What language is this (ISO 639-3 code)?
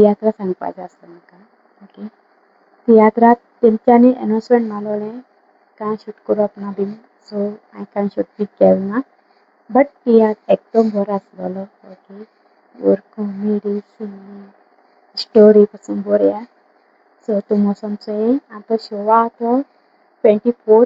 kok